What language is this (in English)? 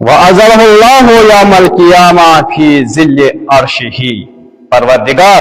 Kashmiri